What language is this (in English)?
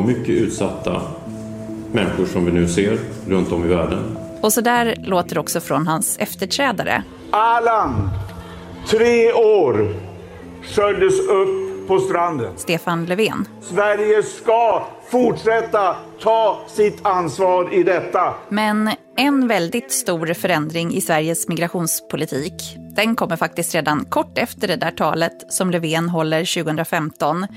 Swedish